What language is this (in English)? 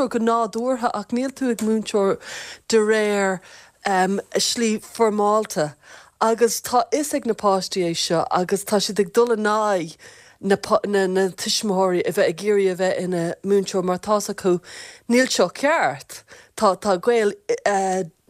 Irish